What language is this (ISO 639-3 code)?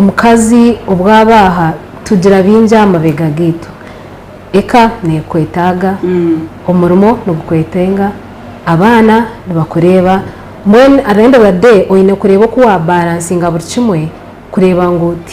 nyn